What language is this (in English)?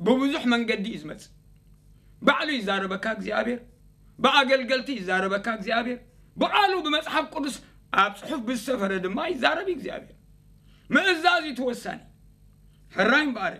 Tigrinya